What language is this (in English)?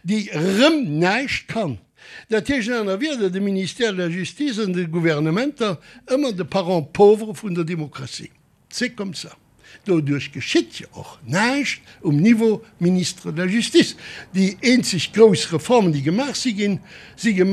Luxembourgish